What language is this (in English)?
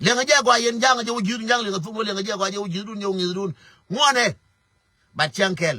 Nuer